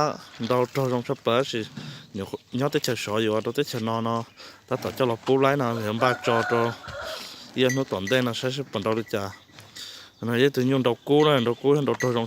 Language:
Hmong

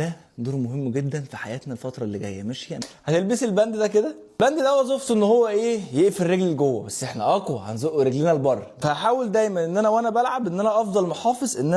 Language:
Egyptian Arabic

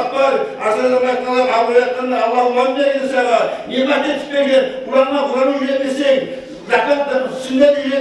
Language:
Kumyk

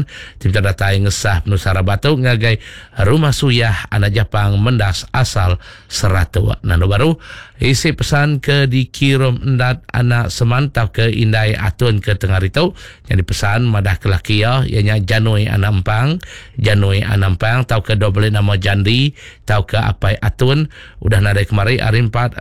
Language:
Iban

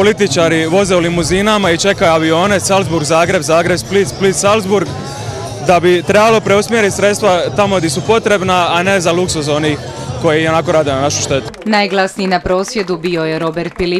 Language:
Croatian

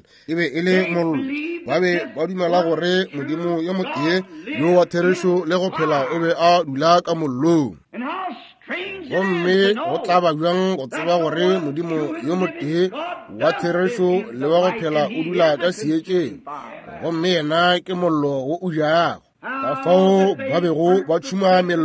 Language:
Northern Sotho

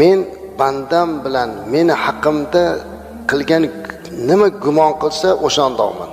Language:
Uzbek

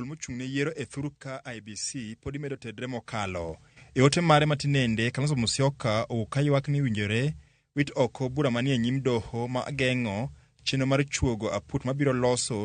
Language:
Luo (Kenya and Tanzania)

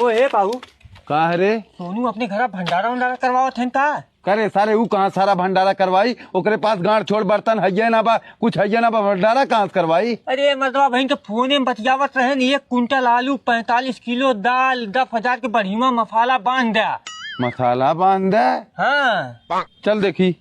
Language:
Awadhi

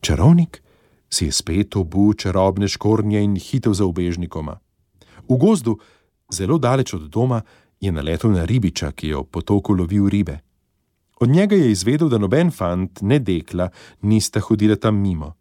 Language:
Slovenian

